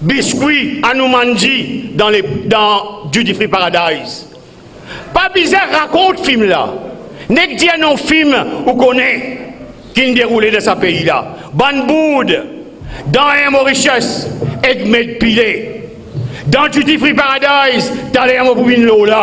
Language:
Morisyen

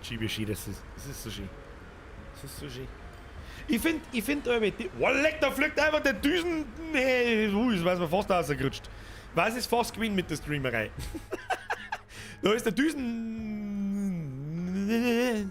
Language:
Bavarian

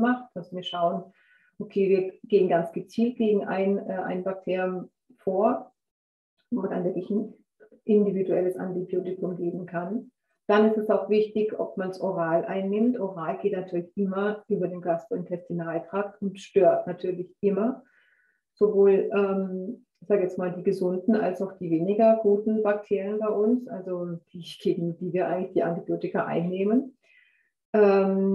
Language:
German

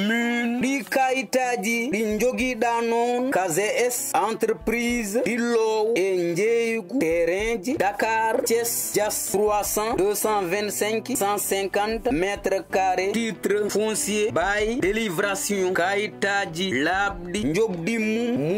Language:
Fula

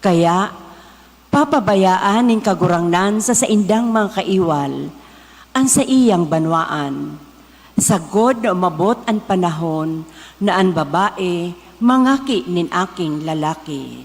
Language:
Bikol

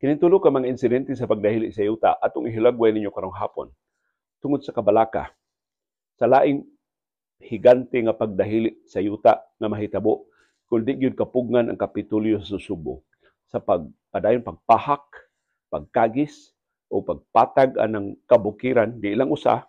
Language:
Cebuano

